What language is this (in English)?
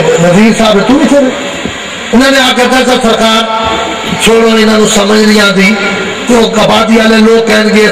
Urdu